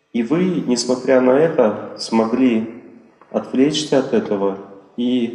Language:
Russian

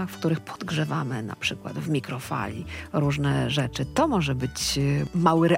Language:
Polish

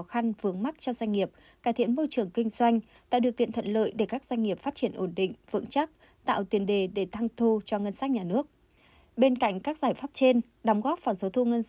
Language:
Vietnamese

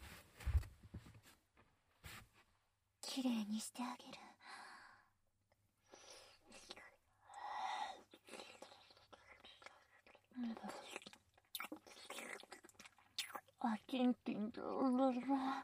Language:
Japanese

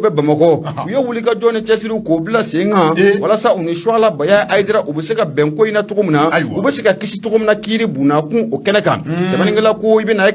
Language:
Bambara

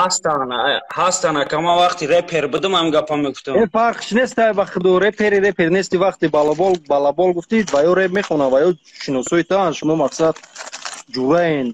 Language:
Tajik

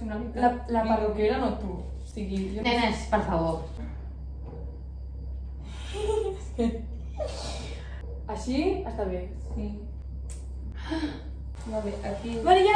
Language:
Catalan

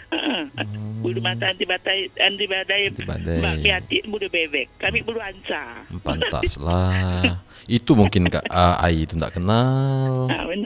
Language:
Indonesian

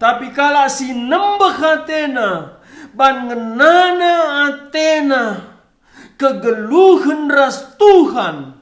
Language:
Batak Karo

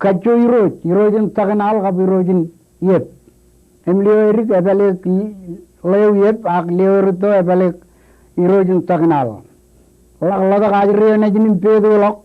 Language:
Marshallese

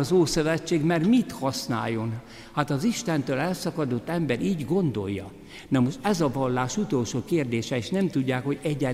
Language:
Hungarian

